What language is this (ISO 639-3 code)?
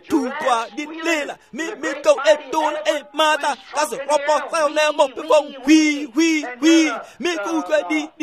tsn